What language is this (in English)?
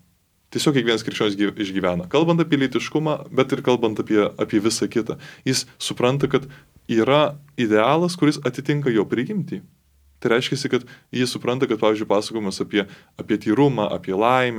Lithuanian